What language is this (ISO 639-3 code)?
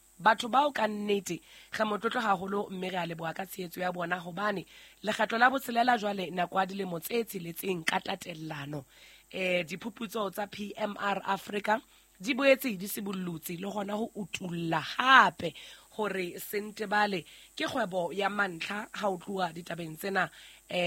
sot